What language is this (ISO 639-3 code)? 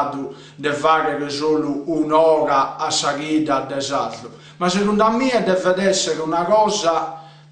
srd